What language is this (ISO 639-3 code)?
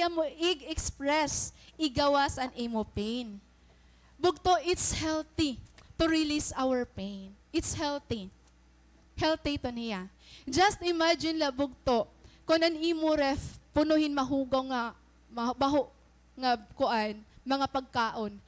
war